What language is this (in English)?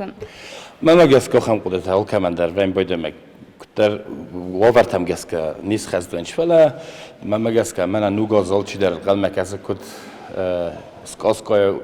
Ossetic